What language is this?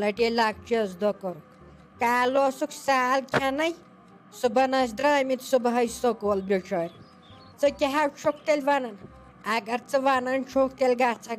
Kashmiri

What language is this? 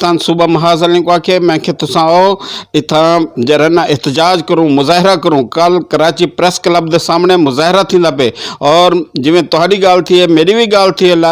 Saraiki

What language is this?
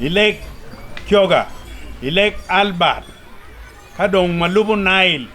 Acoli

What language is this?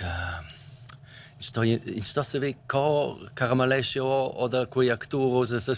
Romansh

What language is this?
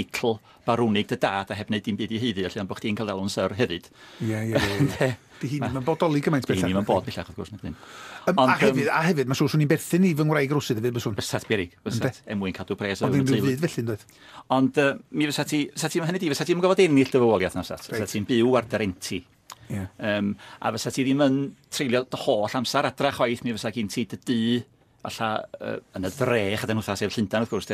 Welsh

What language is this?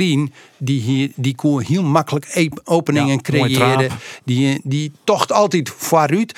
Western Frisian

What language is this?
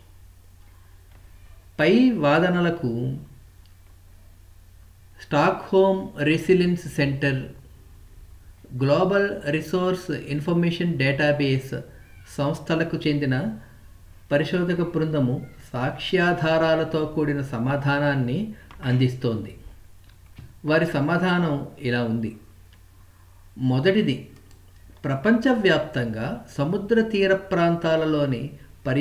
Telugu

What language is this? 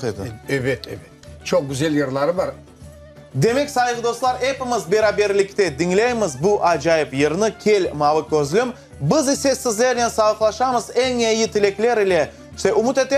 Crimean Tatar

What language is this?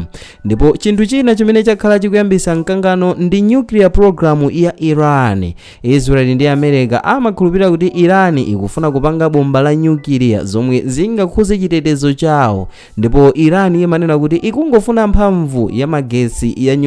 Nyanja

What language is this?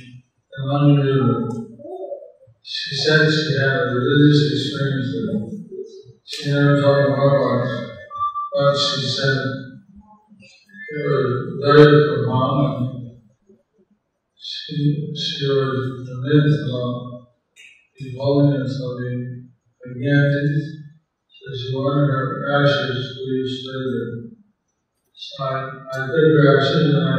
English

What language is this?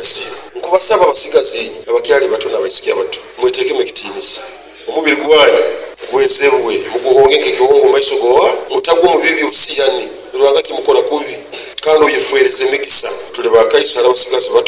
Nyoro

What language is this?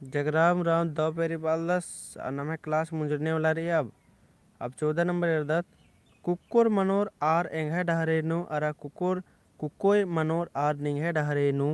Kurukh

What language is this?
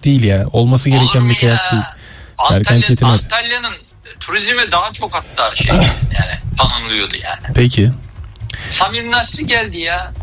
Turkish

